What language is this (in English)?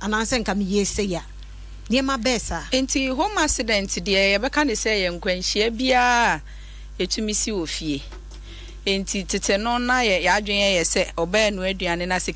Akan